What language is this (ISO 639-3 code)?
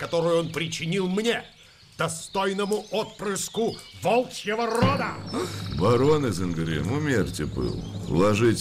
rus